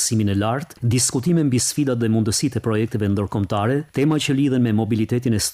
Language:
Albanian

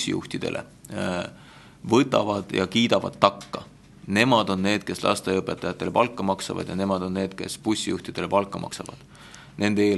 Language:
Estonian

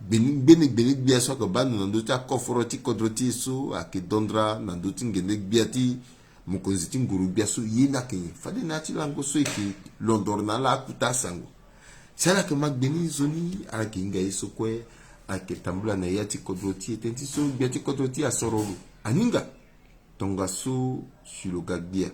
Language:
Sango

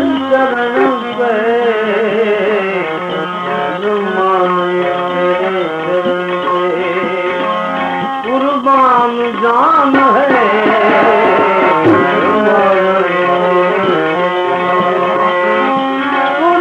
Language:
Hindi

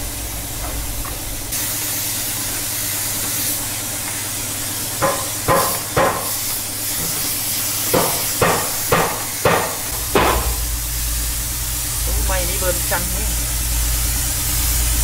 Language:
Vietnamese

